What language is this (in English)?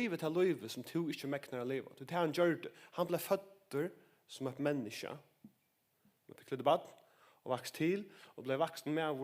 Faroese